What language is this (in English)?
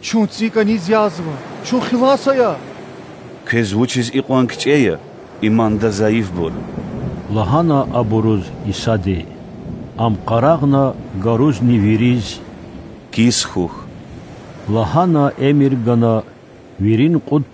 Lezghian